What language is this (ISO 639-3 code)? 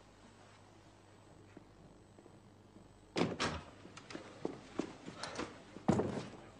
pol